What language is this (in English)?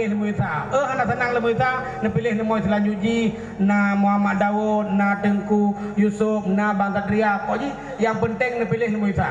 Achinese